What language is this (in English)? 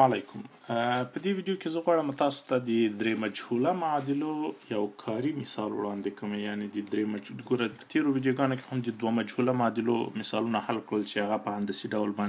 Pashto